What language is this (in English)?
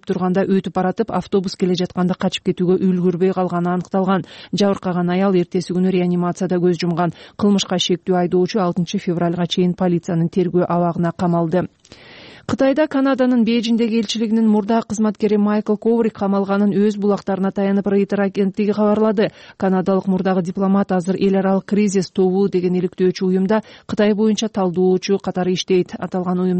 Kyrgyz